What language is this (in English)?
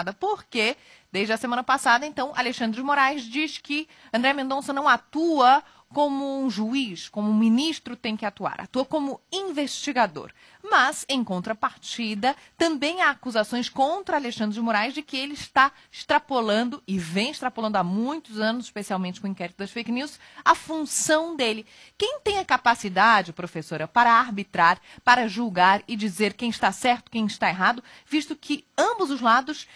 Portuguese